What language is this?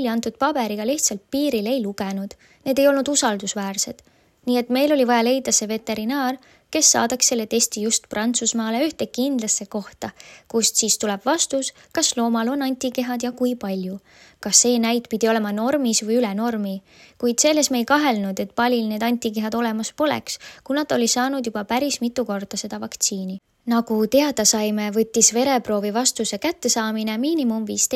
Estonian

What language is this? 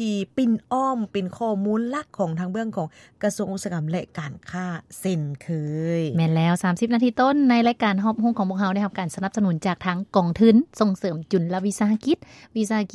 Lao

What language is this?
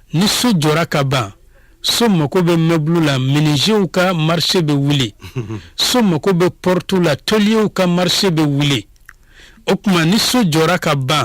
Bambara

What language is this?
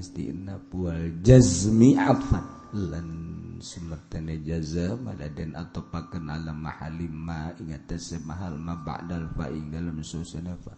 Sundanese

